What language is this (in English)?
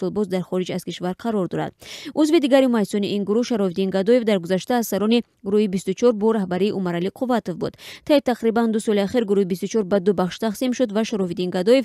Tajik